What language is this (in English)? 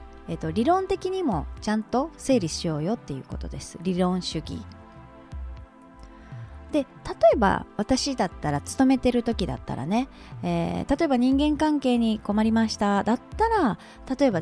Japanese